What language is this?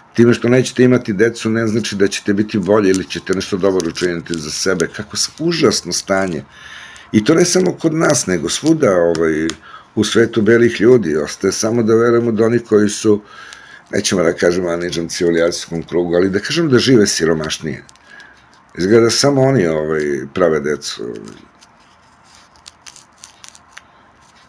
Serbian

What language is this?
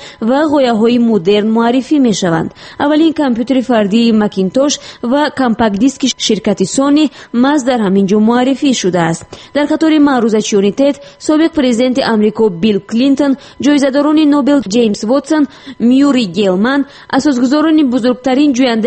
Tajik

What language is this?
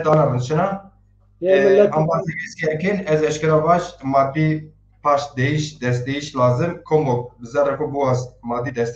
Zaza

